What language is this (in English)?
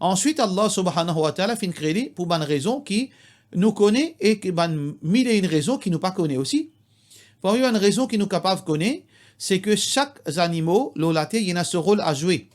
Morisyen